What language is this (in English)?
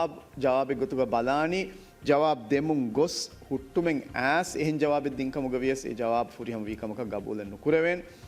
Divehi